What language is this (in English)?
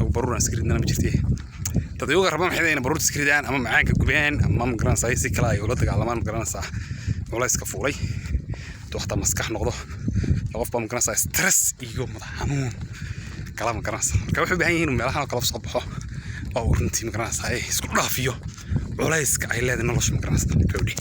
Somali